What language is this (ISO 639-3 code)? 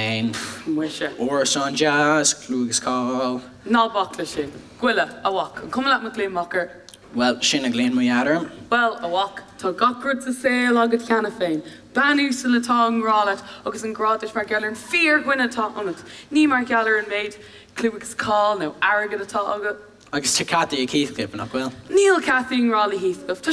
gle